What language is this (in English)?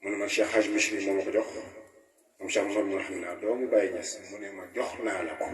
Wolof